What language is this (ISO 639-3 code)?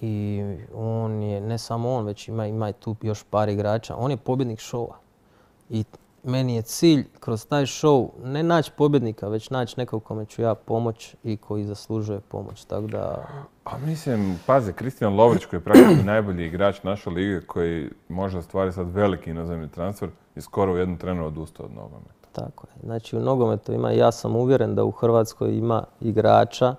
hrv